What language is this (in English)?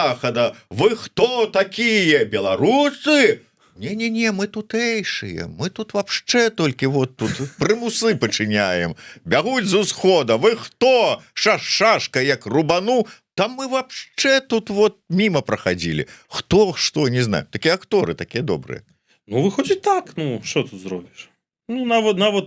Belarusian